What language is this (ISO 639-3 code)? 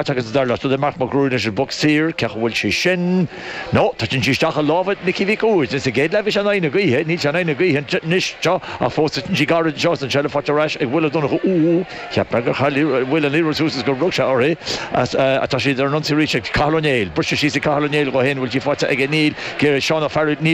gle